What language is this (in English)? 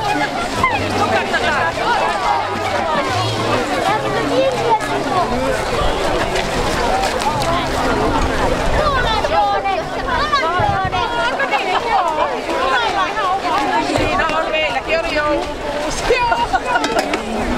Finnish